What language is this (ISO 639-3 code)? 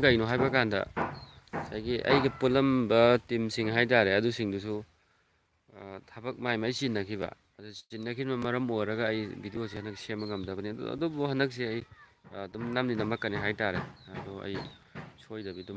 mni